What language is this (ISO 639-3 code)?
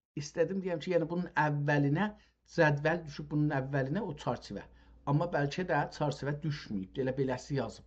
azb